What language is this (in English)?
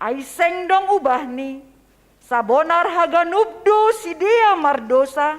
Batak Simalungun